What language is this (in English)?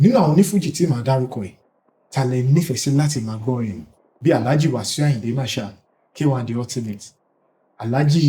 Yoruba